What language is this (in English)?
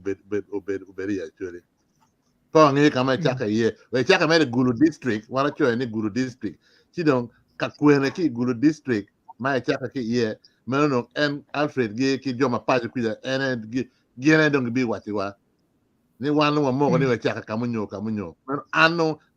Acoli